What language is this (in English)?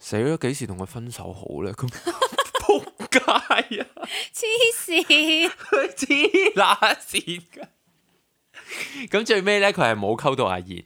Cantonese